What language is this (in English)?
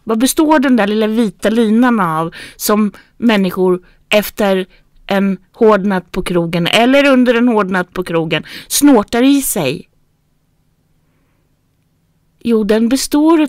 Swedish